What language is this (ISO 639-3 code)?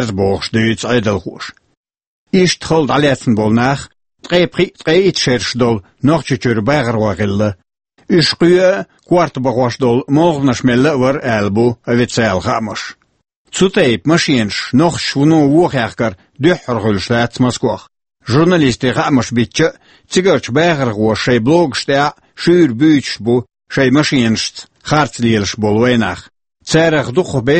che